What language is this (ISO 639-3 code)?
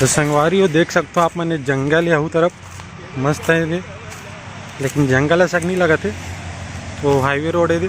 hne